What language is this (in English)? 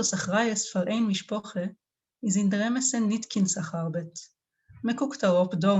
Yiddish